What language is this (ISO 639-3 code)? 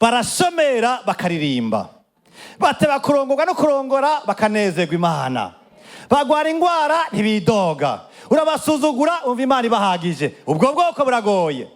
run